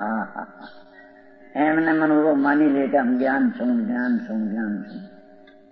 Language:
Gujarati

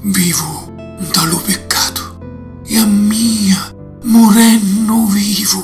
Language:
Sicilian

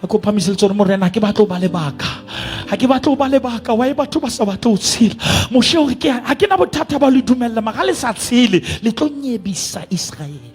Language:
Southern Sotho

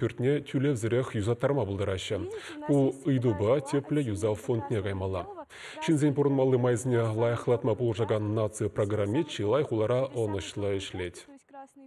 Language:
Chuvash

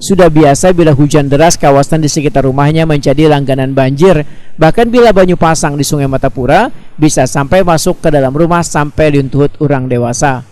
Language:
Banjar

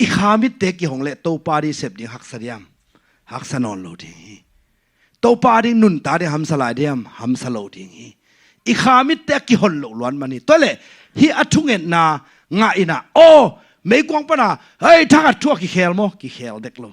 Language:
Tedim Chin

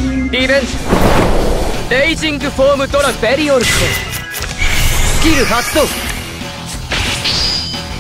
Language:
Japanese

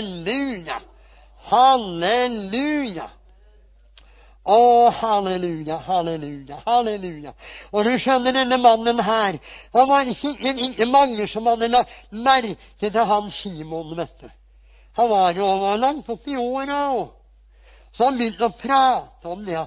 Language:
Norwegian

